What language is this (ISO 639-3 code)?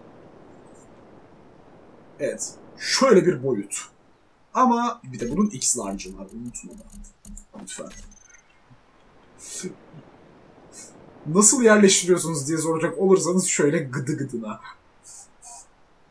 tur